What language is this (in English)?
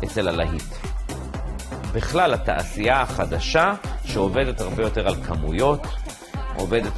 Hebrew